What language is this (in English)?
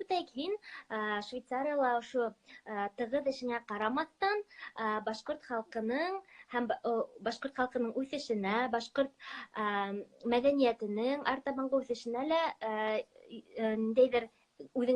Bashkir